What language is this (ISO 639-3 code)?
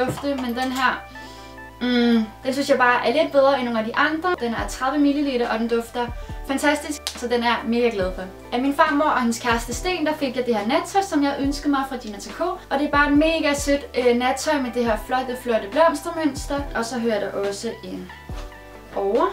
dan